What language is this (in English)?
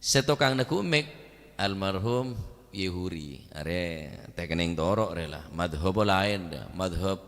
Madurese